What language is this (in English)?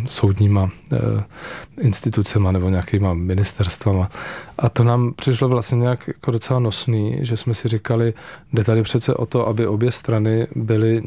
Czech